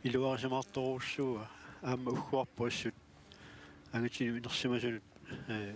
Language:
Kalaallisut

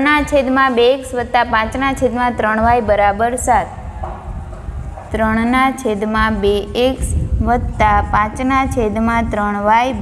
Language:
Gujarati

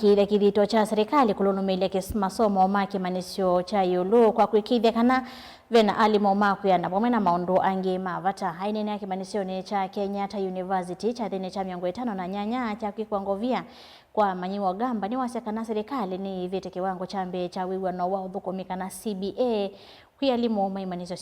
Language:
Kamba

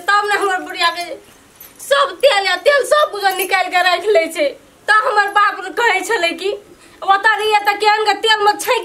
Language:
Maithili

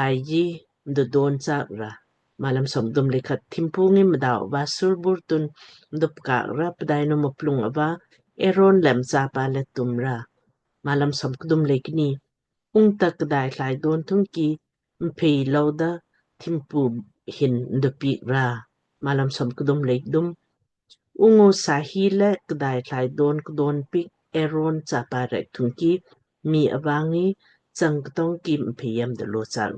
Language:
Lamkang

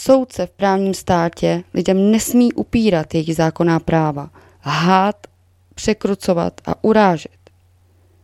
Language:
Czech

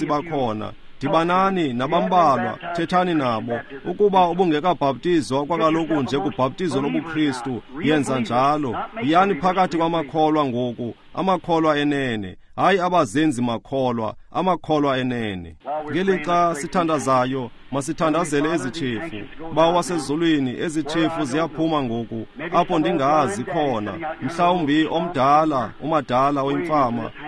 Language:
Xhosa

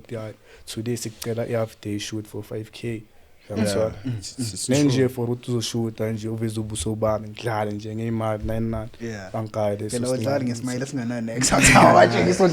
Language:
Zulu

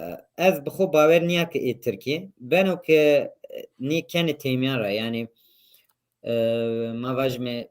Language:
Zaza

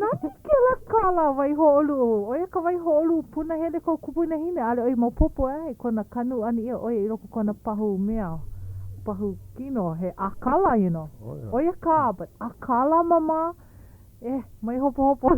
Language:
Hawaiian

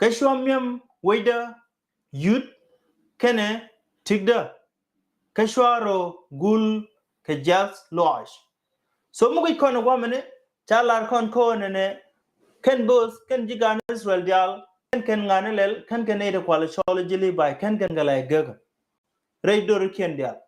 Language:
Nuer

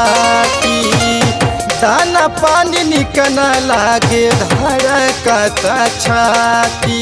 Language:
Bhojpuri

